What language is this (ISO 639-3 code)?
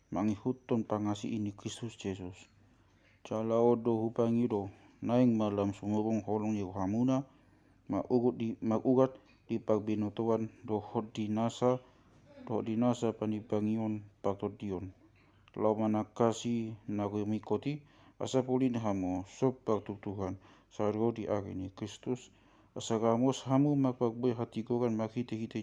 bbc